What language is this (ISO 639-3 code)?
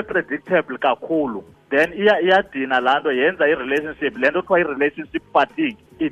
xho